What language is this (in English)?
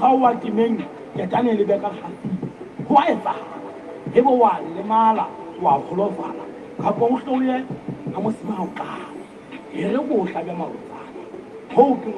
Southern Sotho